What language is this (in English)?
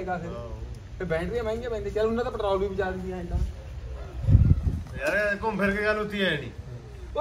Punjabi